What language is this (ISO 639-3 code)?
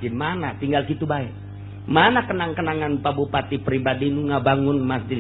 sun